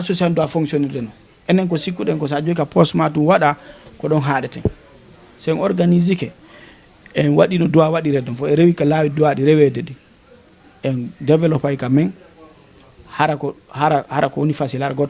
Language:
Fula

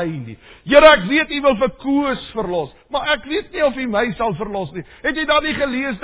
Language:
Afrikaans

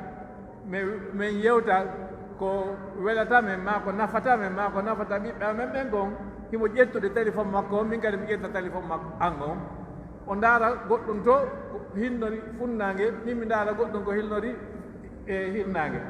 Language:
Pular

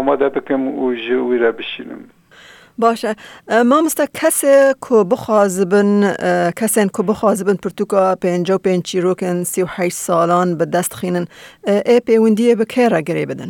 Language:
Kurdish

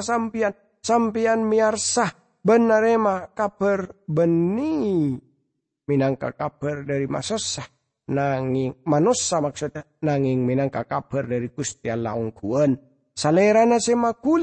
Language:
Madurese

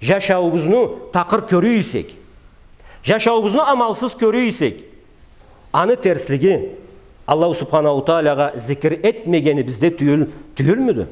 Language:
Karachay-Balkar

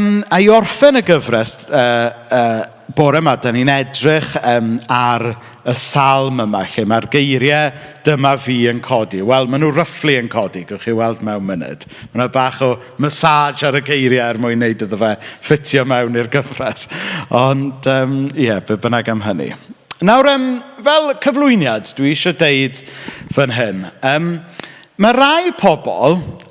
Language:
Welsh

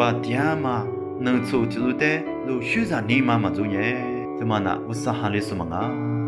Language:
Lisu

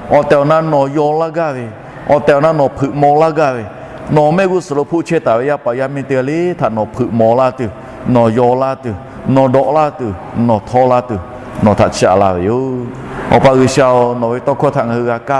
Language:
Lahu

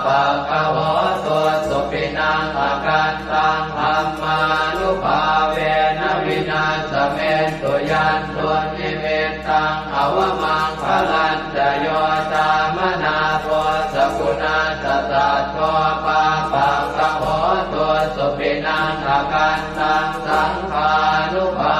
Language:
Pali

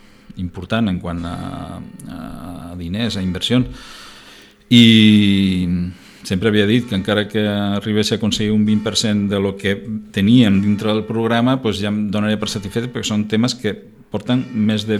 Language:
Catalan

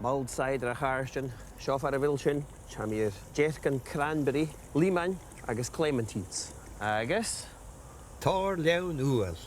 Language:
Scottish Gaelic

